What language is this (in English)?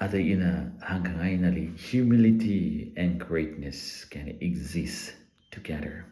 Tangkhul Naga (India)